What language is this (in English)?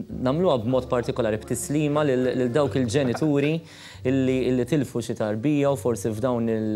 Maltese